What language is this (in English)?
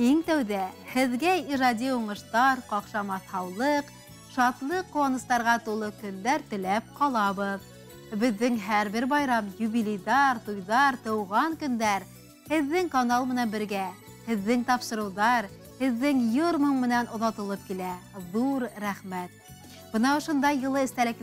Bashkir